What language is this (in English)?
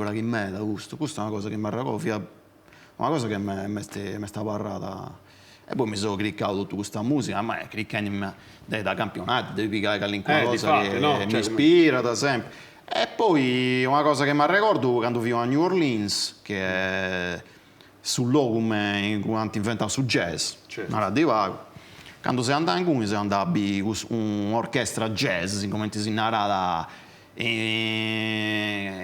Sardinian